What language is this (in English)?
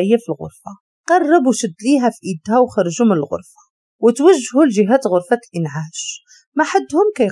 Moroccan Arabic